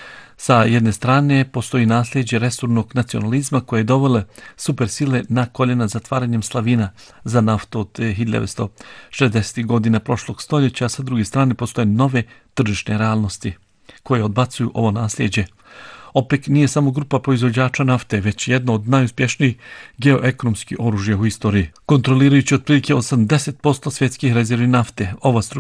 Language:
Bosnian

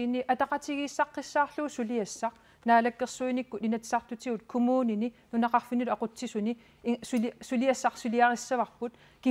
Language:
Kalaallisut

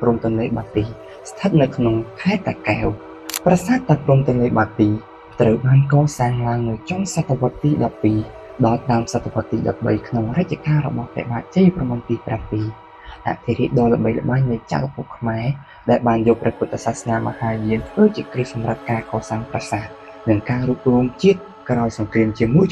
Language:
Khmer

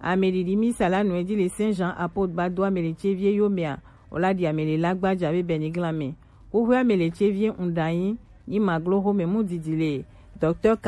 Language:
Gen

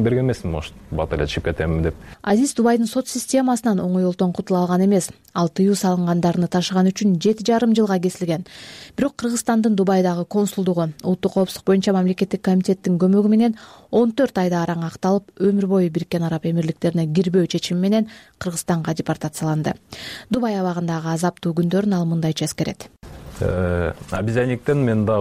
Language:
Kyrgyz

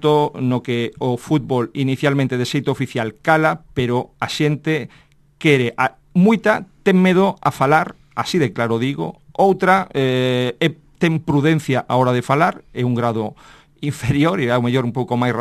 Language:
Galician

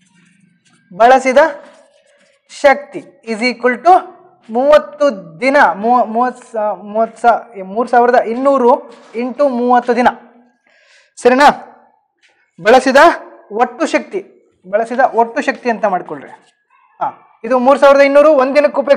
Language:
Kannada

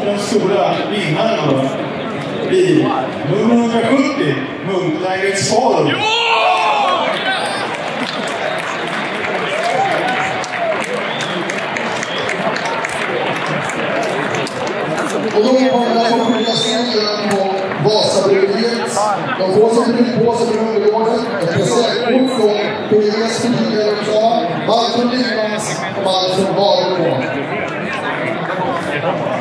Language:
Swedish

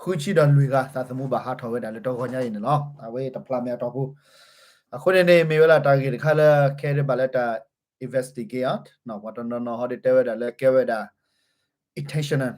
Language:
S'gaw Karen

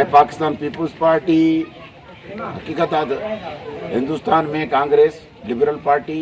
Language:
Sindhi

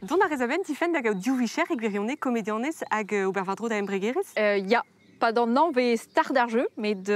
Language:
Breton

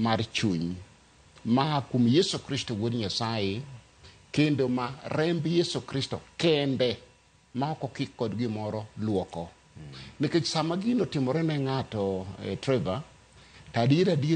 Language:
Luo (Kenya and Tanzania)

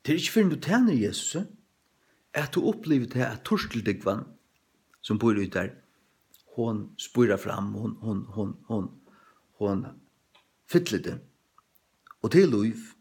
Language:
Faroese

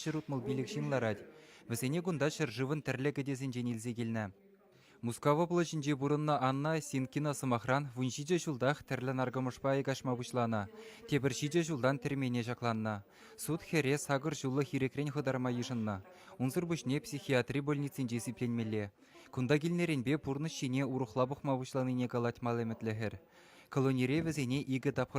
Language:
Chuvash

